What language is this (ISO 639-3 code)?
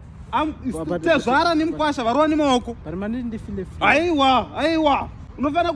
sna